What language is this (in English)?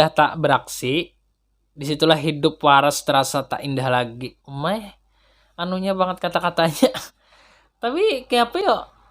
Banjar